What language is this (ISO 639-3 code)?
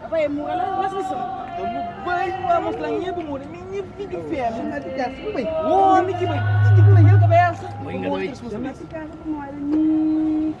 kea